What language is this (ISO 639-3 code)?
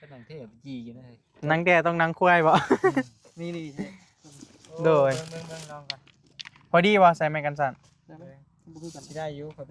tts